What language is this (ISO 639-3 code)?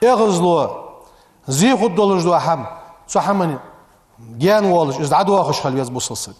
inh